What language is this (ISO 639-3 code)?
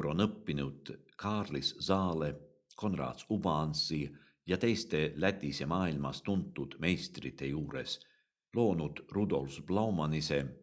est